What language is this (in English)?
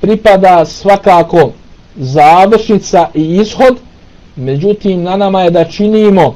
Bosnian